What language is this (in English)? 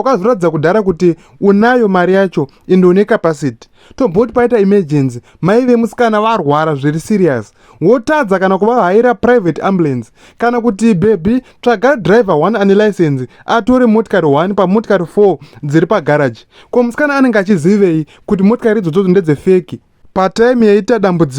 Shona